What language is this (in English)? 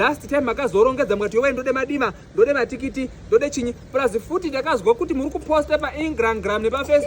Shona